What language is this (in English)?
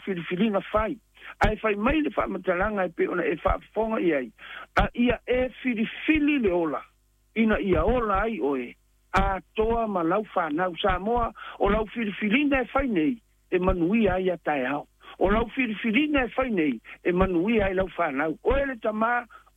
Samoan